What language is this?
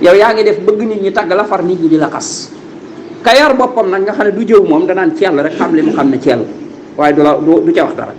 Wolof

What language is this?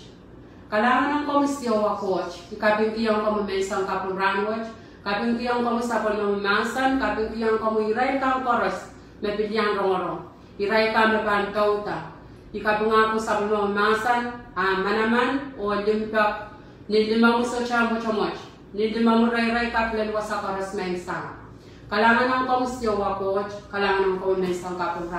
Pohnpeian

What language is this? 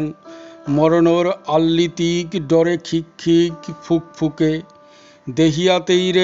Bishnupriya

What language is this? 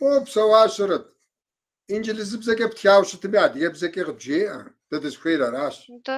Kabardian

